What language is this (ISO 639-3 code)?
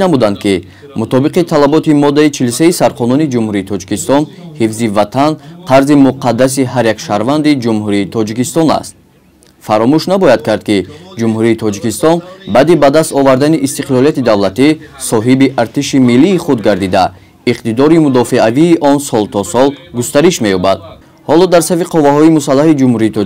tgk